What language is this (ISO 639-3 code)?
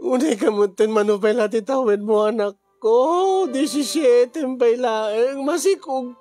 ilo